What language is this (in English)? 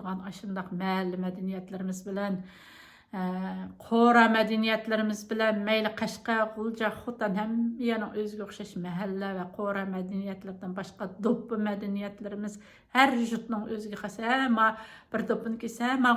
Uyghur